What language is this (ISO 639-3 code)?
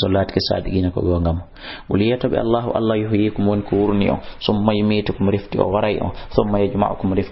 ful